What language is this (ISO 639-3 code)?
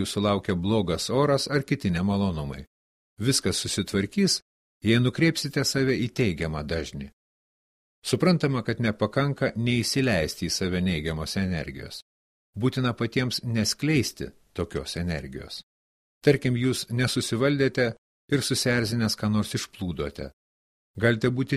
lit